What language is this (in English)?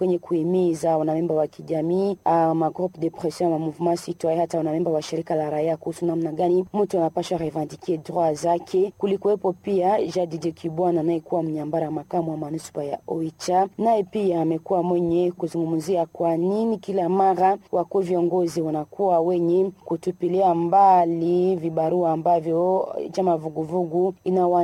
Swahili